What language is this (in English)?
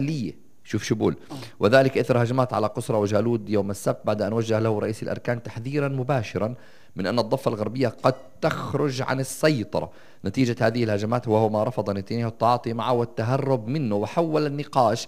North Levantine Arabic